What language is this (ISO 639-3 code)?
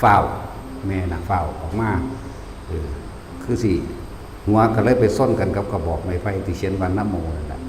lao